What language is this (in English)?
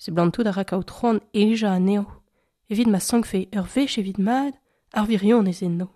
Breton